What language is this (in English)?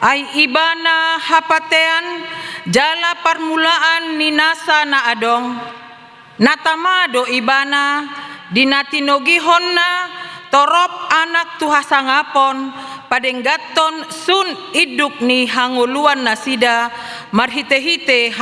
Batak Toba